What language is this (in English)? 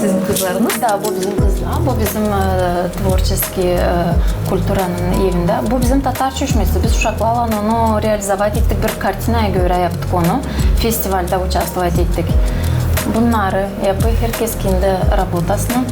Gagauz